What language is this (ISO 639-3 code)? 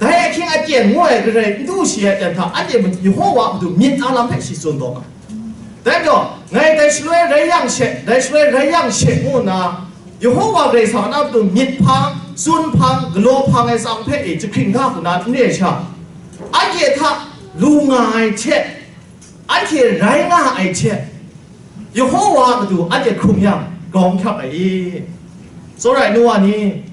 kac